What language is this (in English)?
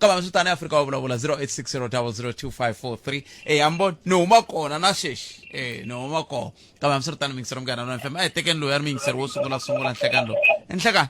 Tsonga